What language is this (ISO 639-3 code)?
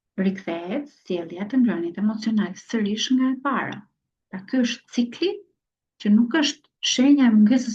sqi